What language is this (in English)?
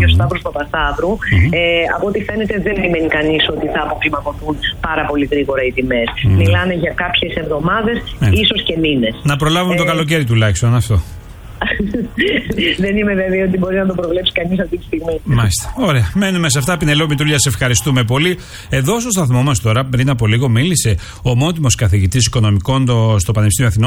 Greek